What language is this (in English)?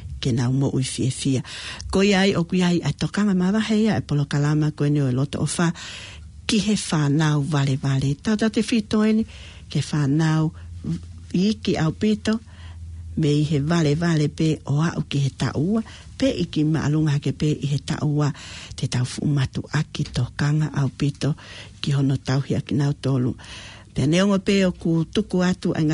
Tongan